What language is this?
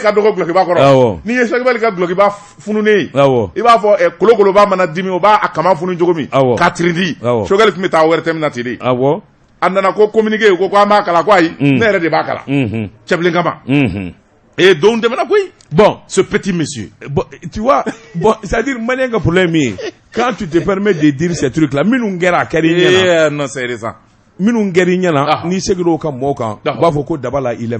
Bambara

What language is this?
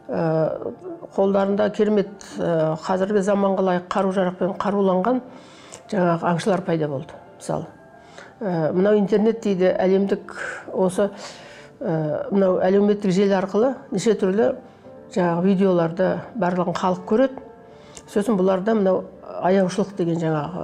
Kazakh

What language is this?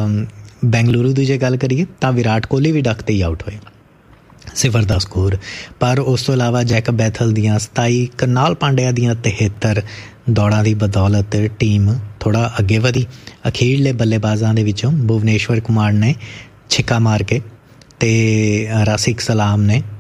Punjabi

